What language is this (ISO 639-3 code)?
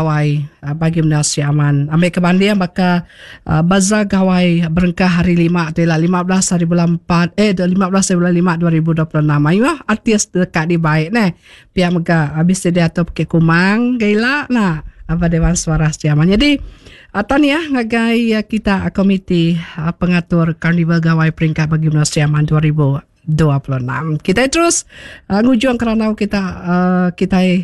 iba